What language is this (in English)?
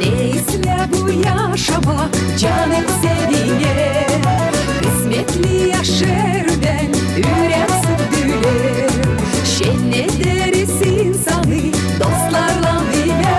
Gagauz